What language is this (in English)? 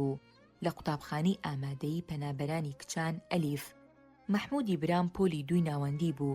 Central Kurdish